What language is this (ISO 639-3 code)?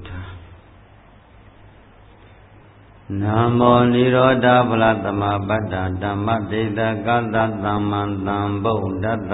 mya